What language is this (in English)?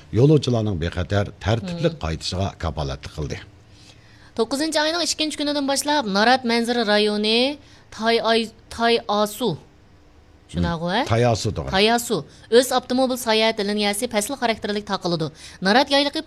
Uyghur